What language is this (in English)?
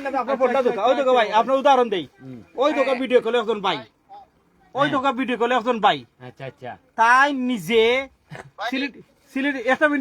Sylheti